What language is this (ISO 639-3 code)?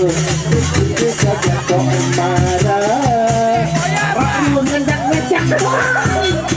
sas